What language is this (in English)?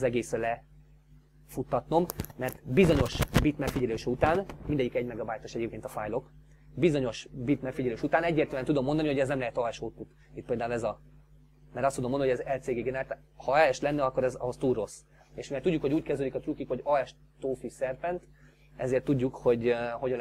Hungarian